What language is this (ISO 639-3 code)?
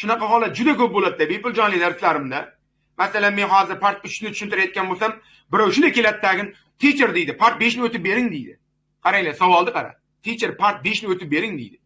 uzb